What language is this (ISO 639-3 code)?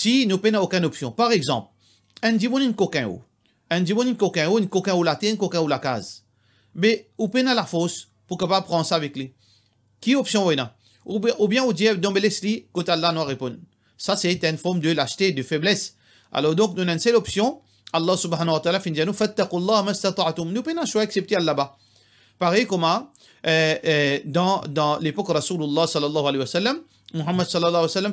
mfe